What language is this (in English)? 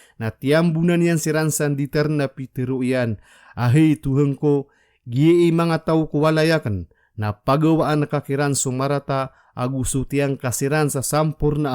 Maranao